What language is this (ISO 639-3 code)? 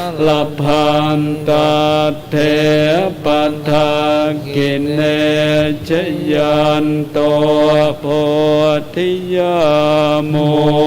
pli